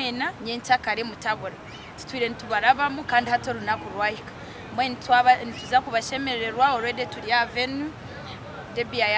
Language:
Nyankole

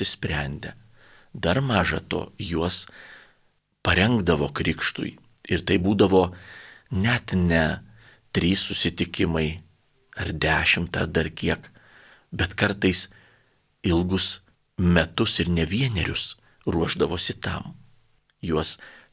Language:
Lithuanian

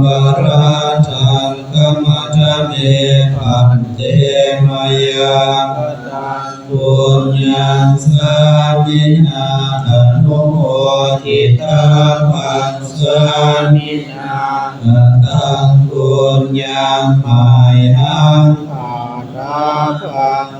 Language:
Pali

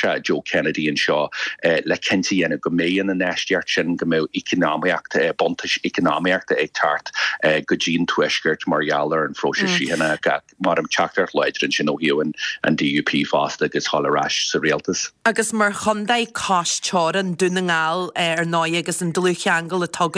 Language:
Irish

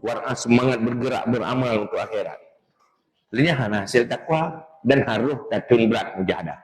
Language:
Achinese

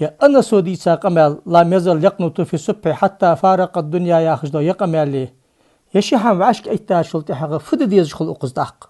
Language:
Ingush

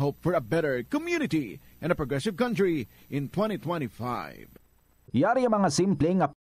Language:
Hiligaynon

